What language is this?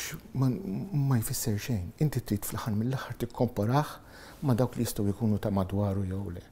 Maltese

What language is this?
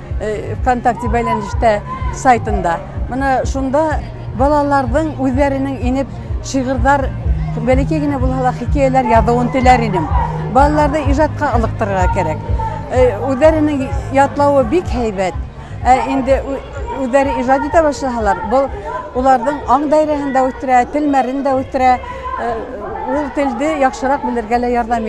Bashkir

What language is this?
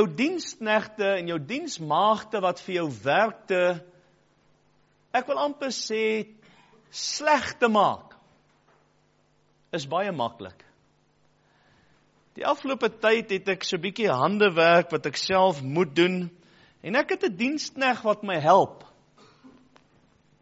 Afrikaans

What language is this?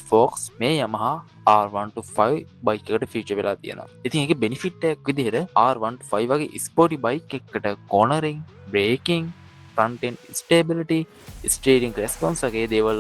Sinhala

